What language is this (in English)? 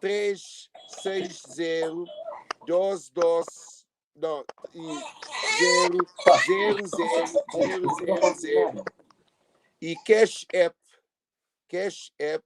Kabuverdianu